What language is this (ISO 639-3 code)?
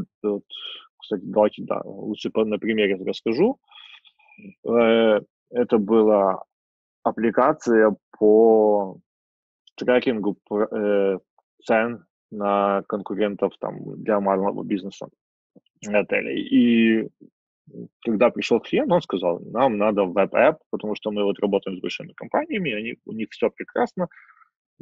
rus